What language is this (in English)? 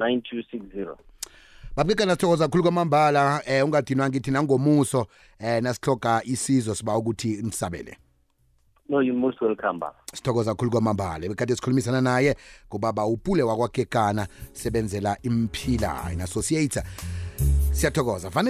South Ndebele